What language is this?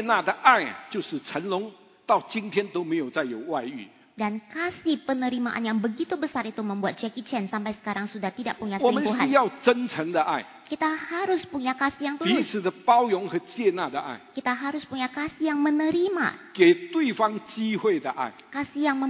Indonesian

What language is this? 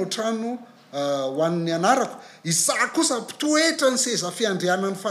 Malagasy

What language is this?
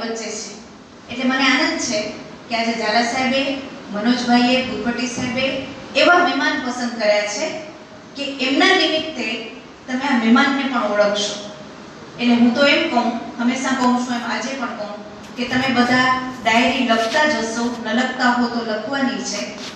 Gujarati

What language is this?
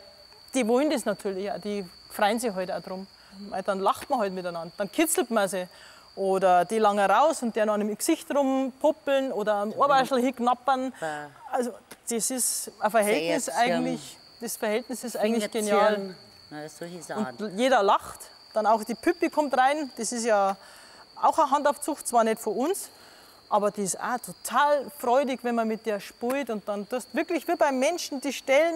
German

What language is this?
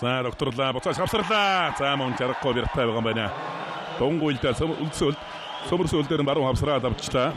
Mongolian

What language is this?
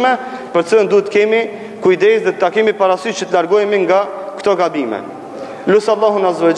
Albanian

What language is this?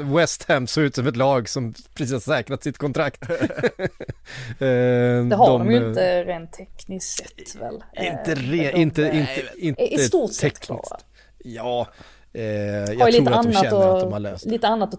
Swedish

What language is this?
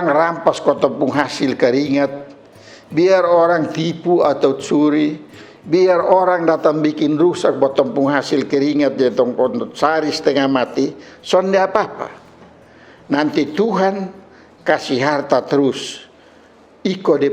Kupang Malay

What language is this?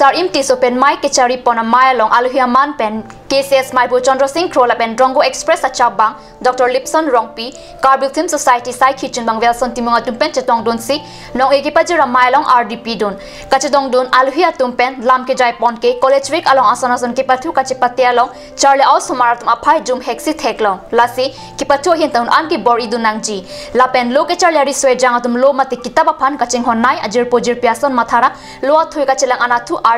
Karbi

